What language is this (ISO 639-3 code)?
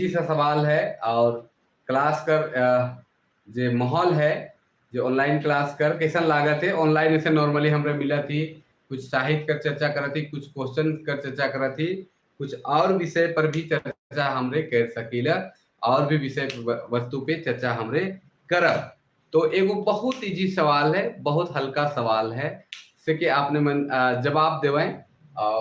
sck